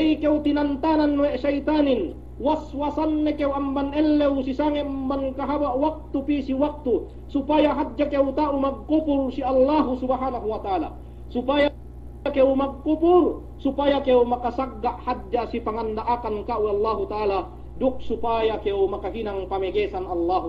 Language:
Yakan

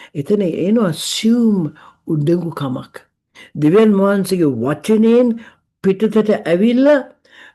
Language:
Sinhala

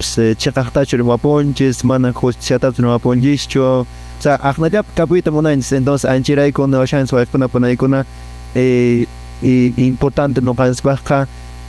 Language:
Quechua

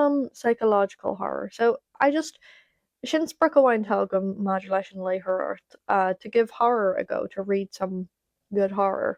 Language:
Irish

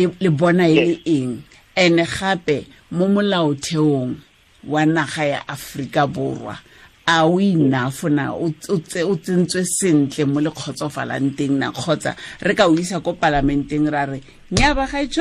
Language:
Tswana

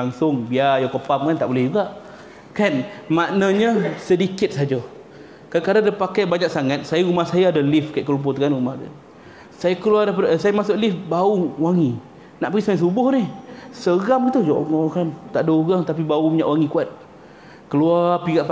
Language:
Malay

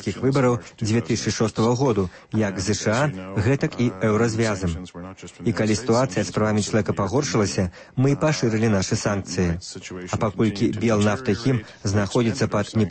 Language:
Belarusian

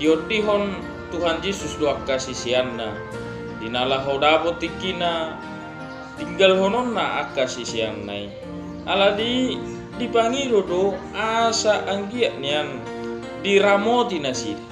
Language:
Batak Toba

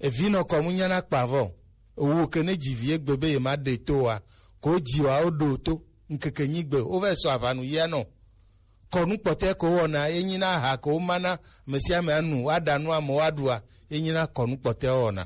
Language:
Gen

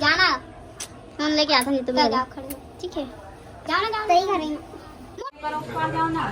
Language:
Chhattisgarhi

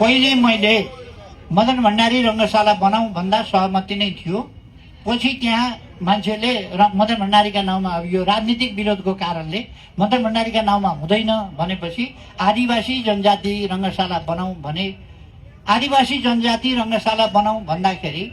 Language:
Nepali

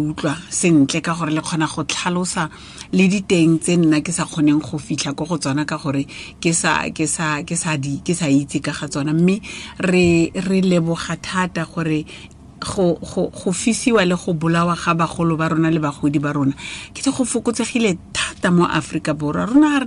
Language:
Tswana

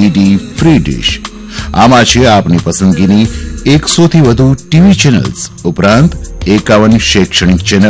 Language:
Gujarati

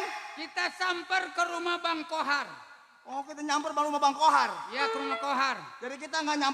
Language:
Betawi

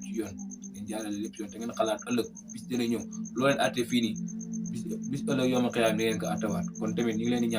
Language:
Wolof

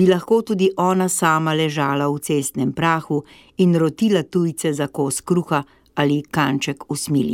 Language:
Slovenian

